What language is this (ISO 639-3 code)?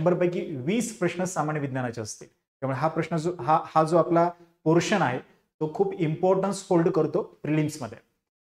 mar